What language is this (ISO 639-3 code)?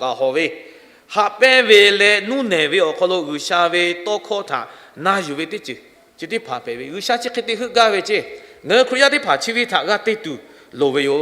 lhu